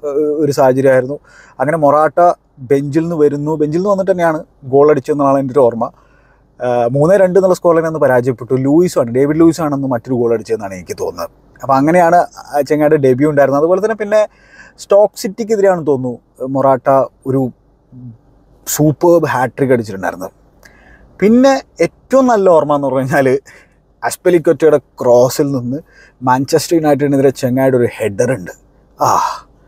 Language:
Malayalam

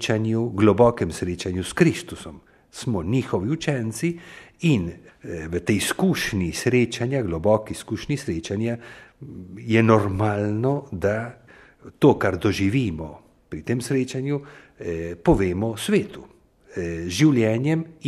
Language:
Slovenian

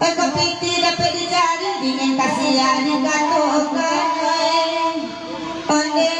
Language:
Minangkabau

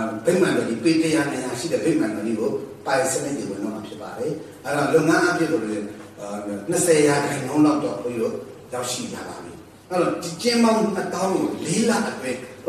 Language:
Burmese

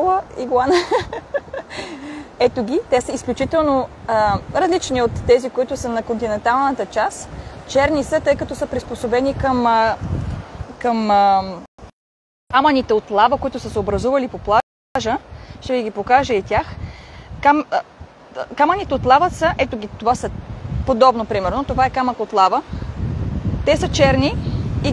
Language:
Bulgarian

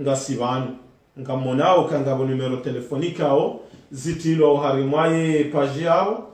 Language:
Ngazidja Comorian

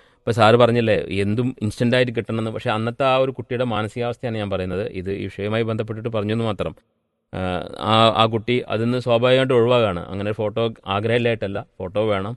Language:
Malayalam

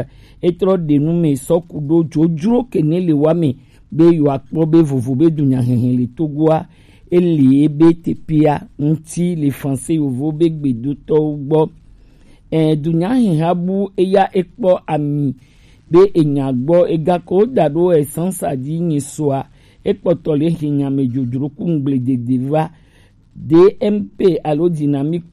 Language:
Gen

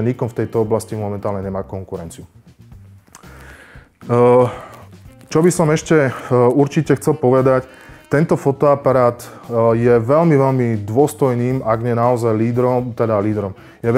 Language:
Slovak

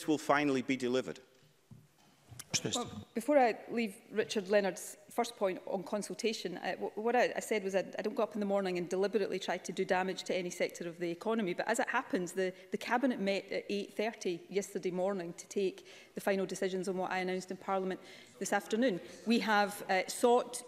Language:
English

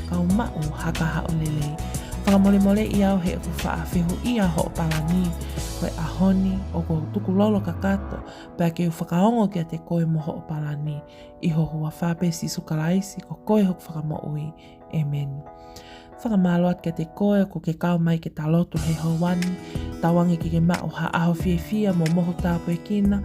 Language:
Tongan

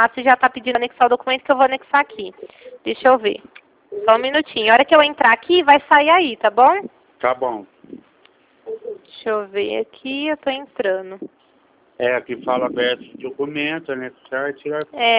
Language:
Portuguese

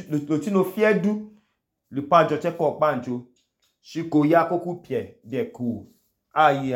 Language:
Idoma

